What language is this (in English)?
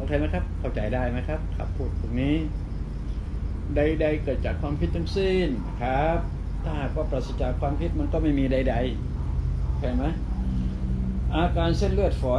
Thai